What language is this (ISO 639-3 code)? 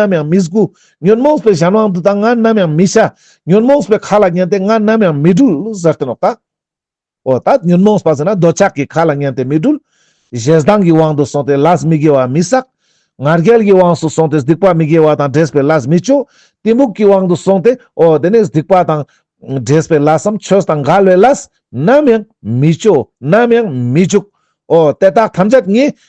lbj